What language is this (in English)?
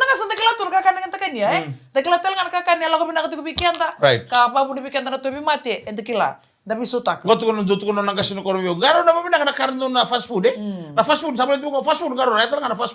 Fijian